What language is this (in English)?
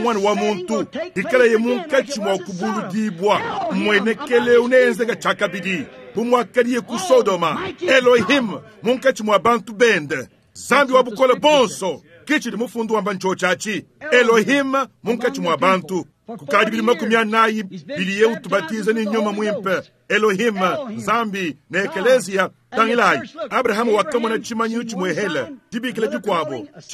Luba-Lulua